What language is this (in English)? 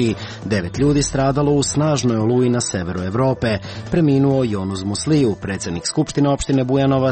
Serbian